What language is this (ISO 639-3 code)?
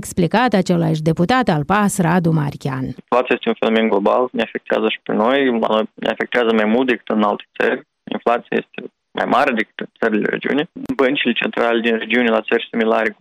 ron